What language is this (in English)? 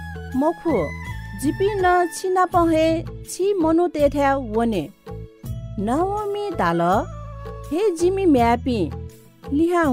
Newari